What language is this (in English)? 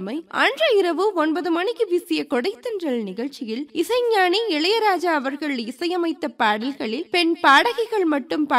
Tamil